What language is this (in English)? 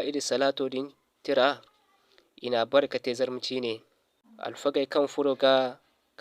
Zarma